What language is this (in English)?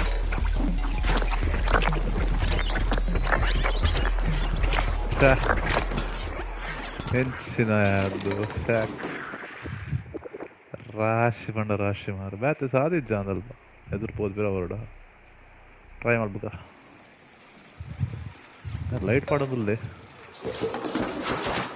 Tulu